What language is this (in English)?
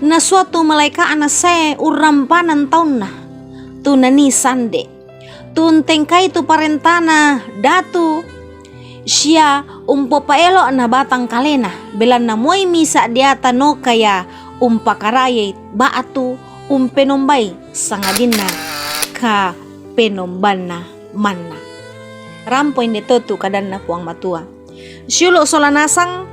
Toraja-Sa'dan